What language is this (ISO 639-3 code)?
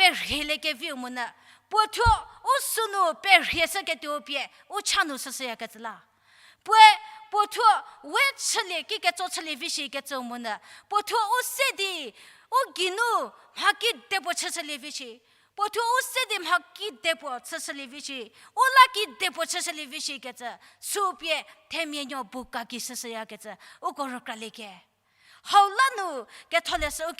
njm